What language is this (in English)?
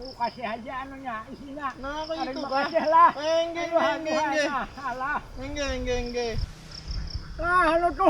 Banjar